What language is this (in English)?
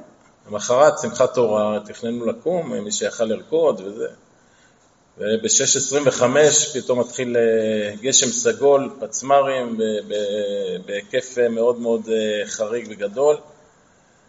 Hebrew